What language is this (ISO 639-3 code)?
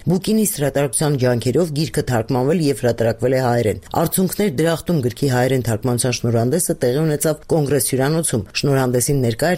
hye